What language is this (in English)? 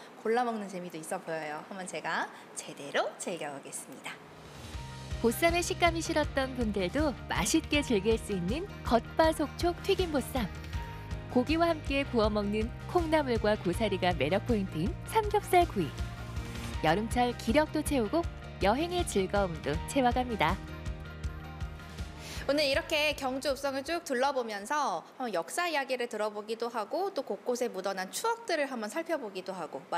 Korean